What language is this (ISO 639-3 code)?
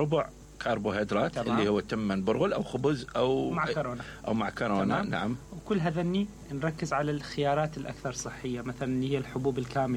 acm